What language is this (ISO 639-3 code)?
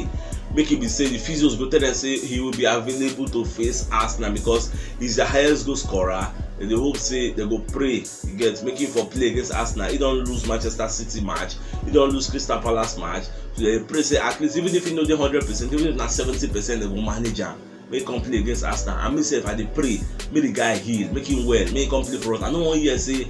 pcm